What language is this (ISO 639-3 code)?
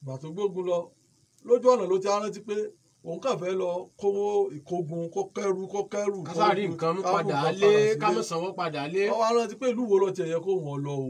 yor